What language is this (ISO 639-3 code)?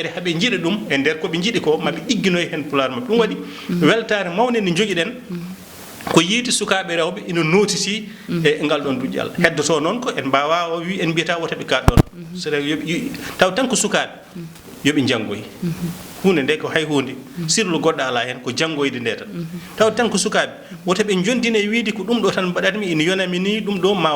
ful